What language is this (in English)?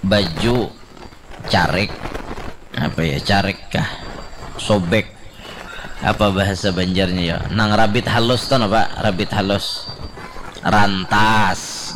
Banjar